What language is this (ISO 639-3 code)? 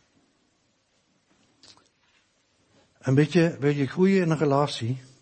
nld